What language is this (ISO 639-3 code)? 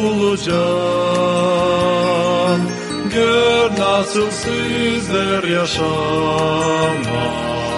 gag